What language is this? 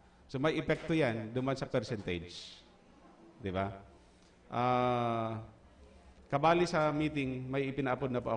Bikol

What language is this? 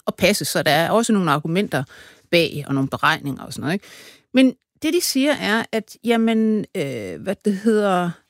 Danish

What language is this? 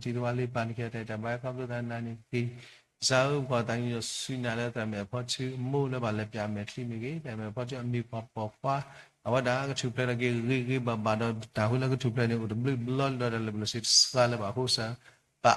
S'gaw Karen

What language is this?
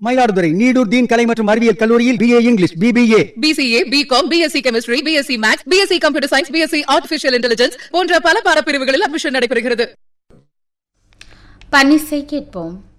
Tamil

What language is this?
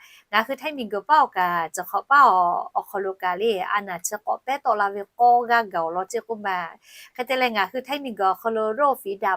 Lahu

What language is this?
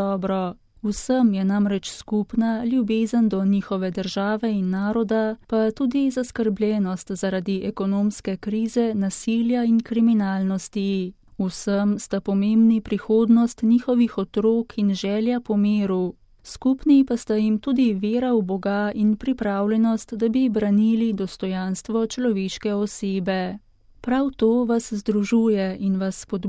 Slovenian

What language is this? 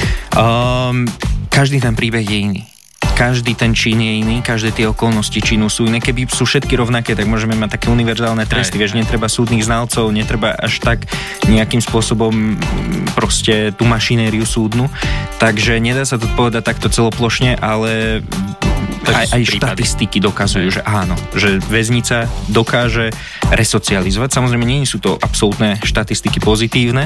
Slovak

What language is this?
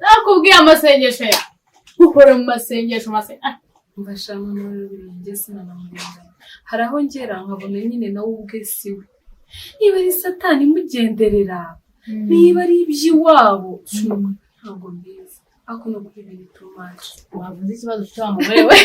Kinyarwanda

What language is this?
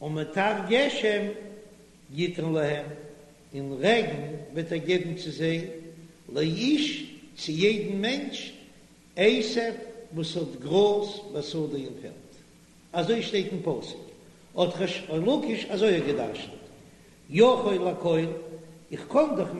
Yiddish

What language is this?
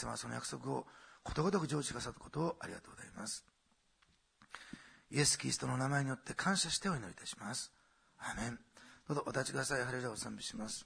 Japanese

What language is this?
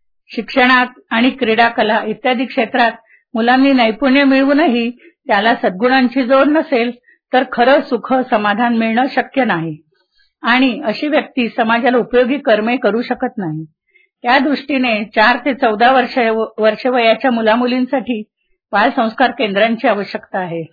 Marathi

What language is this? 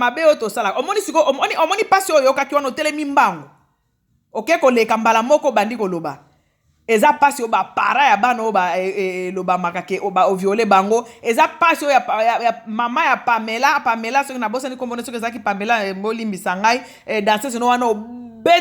Lingala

